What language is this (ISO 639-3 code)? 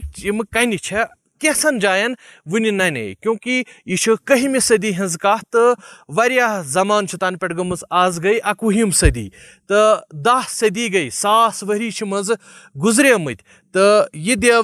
kas